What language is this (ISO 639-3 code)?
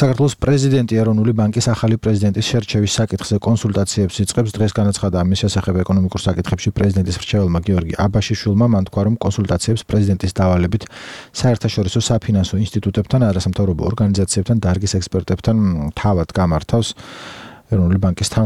kat